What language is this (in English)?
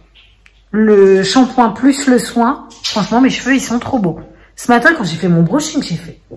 French